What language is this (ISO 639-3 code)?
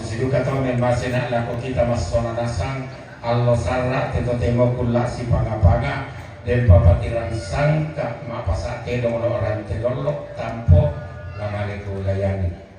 sda